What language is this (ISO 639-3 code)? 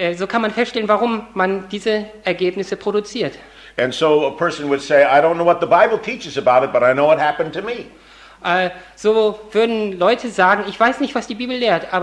deu